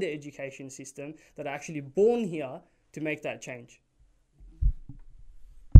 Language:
English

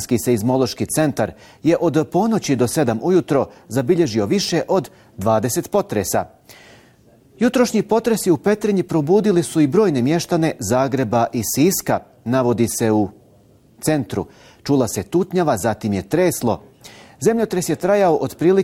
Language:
Bosnian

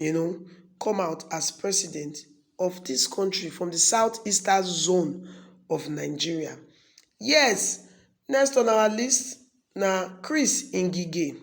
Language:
Nigerian Pidgin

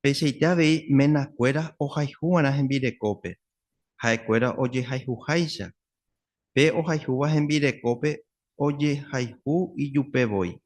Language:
Guarani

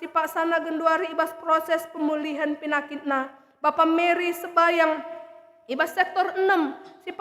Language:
Batak Karo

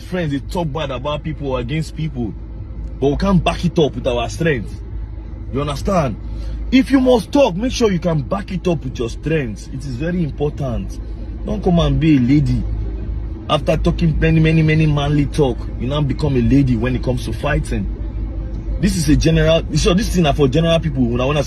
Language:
Nigerian Pidgin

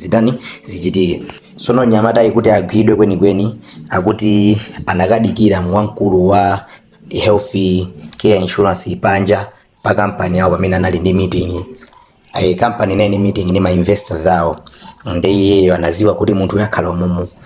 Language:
Nyanja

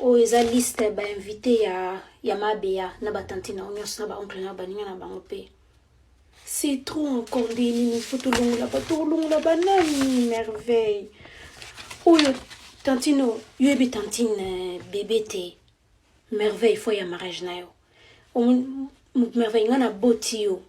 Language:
Lingala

